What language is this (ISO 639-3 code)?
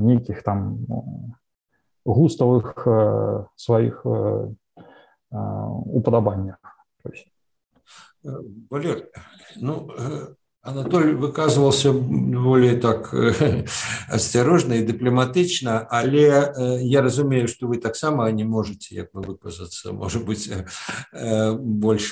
bel